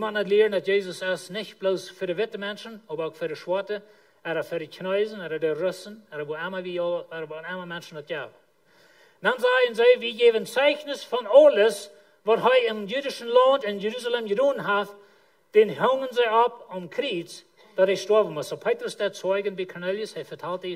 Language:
Plautdietsch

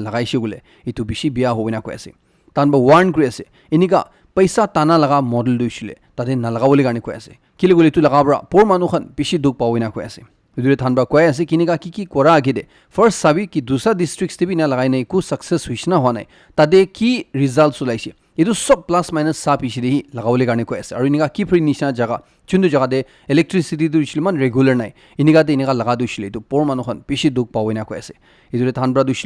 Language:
Naga Pidgin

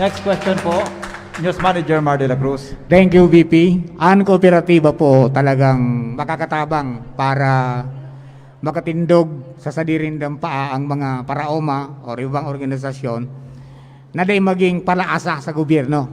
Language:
Bikol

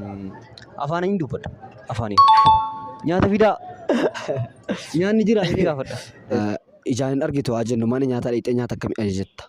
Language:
Oromo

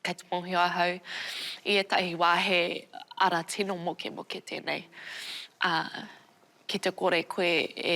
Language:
Māori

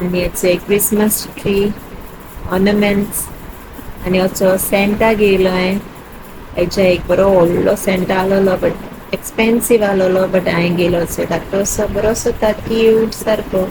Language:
Konkani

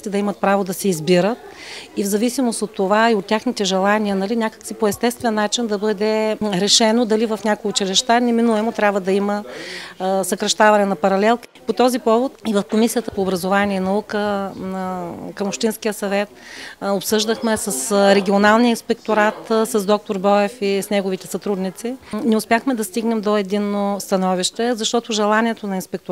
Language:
Bulgarian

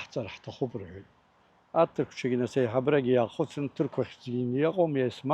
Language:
Abkhazian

